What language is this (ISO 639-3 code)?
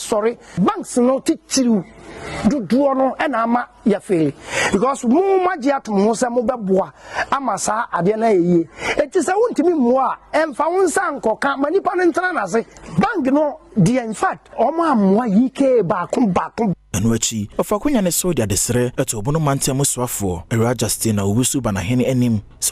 aka